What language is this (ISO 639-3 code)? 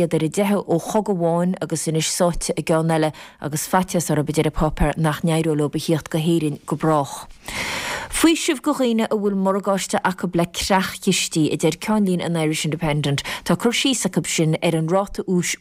gle